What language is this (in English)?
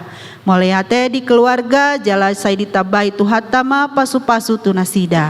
Batak Toba